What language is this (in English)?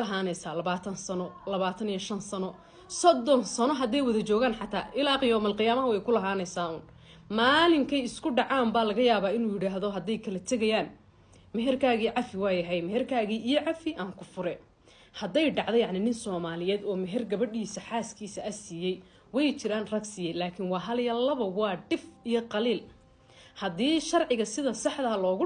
Somali